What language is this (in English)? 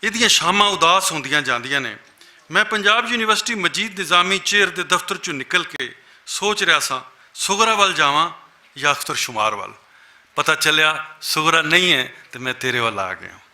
Western Panjabi